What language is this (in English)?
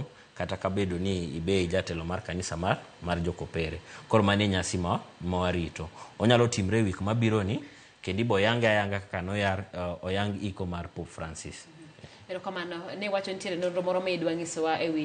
Luo (Kenya and Tanzania)